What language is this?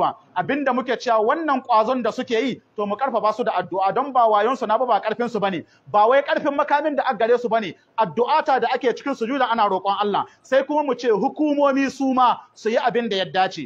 Hausa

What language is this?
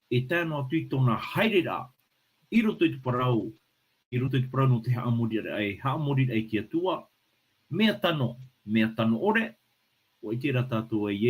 Tahitian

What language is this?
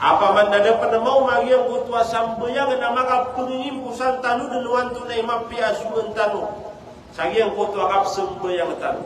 Maranao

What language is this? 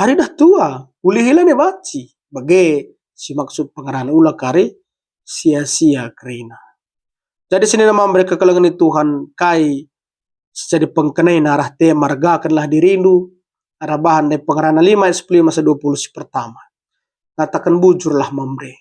Batak Karo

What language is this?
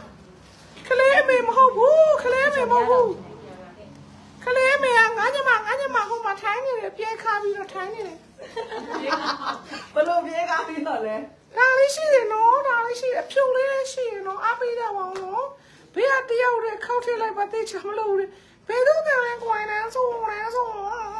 Burmese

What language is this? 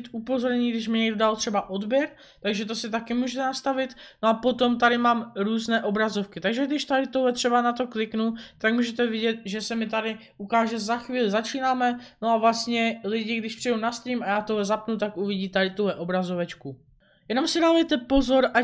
Czech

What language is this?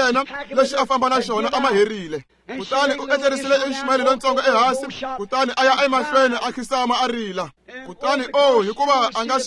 Tsonga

